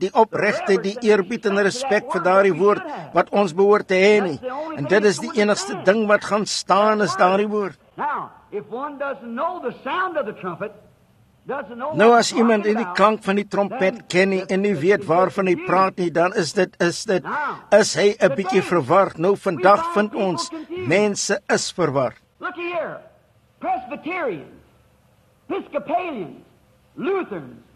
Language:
Afrikaans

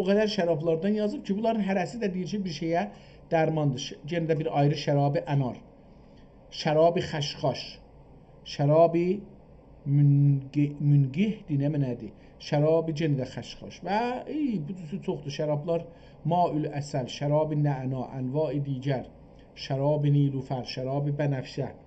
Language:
South Azerbaijani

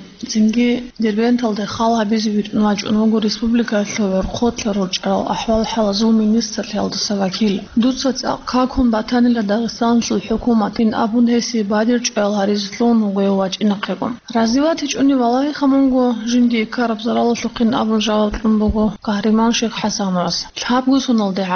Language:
Avaric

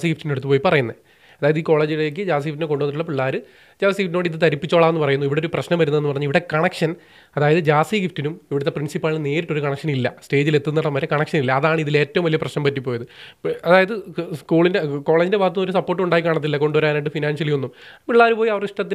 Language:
Malayalam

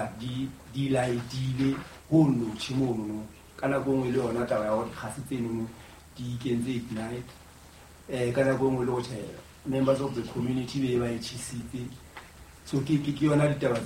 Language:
Southern Sotho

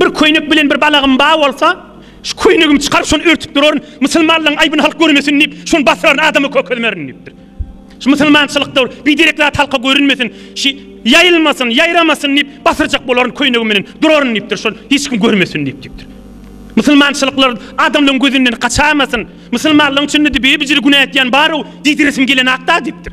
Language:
Turkmen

